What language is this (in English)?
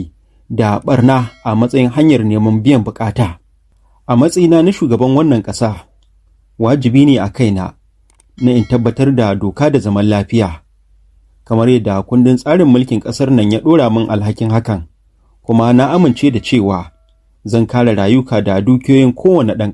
Hausa